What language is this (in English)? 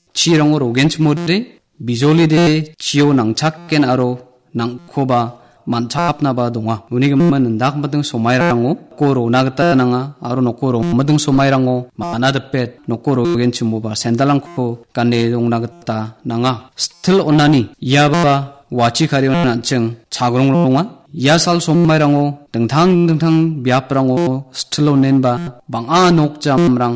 Garo